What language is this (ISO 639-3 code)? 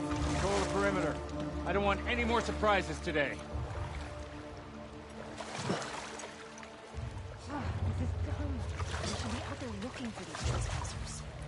eng